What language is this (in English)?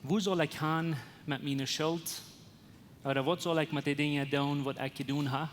Plautdietsch